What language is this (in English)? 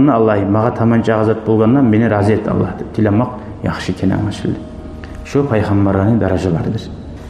Kumyk